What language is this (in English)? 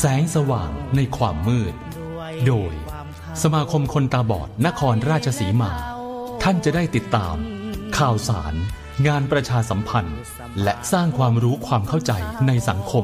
Thai